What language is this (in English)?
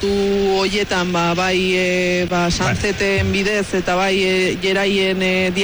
Basque